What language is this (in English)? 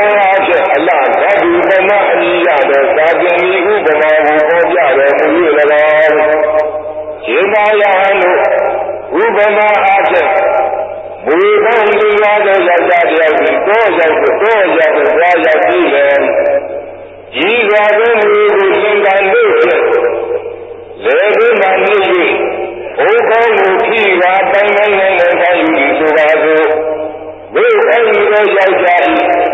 Burmese